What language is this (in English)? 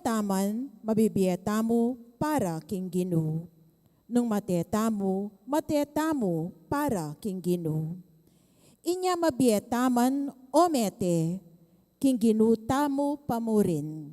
Pampanga